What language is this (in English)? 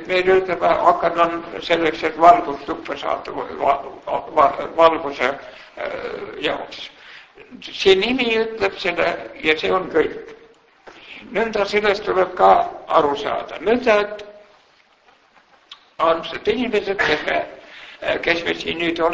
Estonian